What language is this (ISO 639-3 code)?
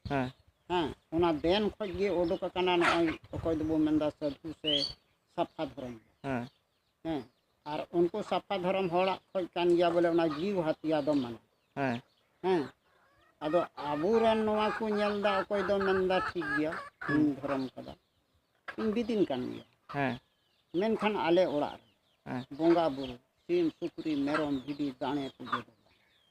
sat